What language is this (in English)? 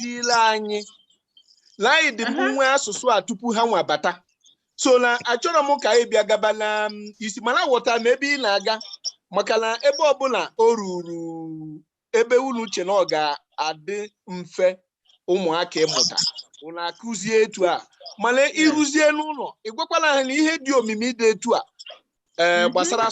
Igbo